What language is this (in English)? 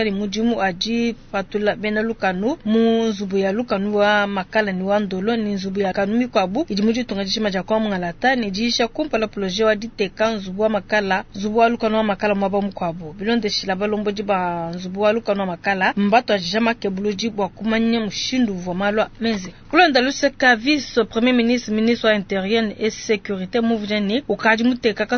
Luba-Lulua